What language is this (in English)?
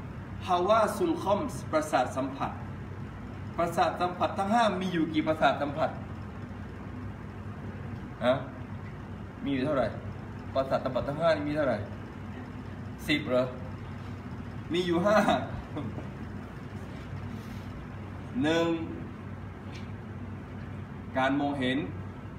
Thai